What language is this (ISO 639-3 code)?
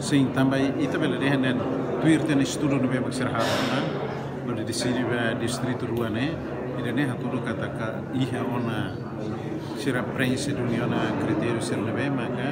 tet